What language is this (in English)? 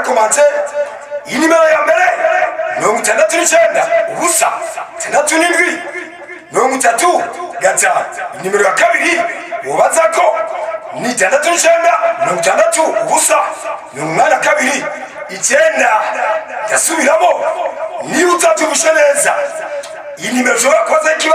Rundi